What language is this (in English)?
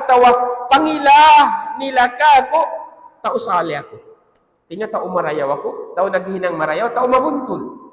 Tausug